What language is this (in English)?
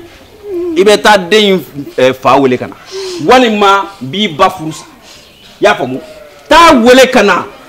Bambara